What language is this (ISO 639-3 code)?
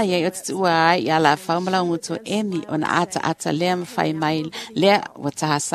smo